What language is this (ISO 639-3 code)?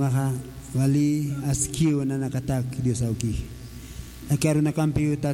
aym